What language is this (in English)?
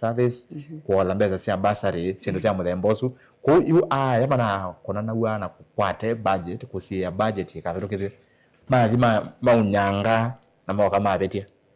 Kamba